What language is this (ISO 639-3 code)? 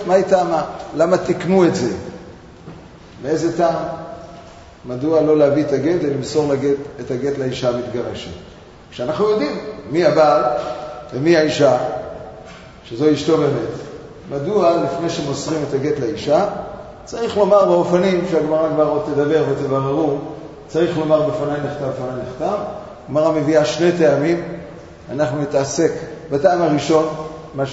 heb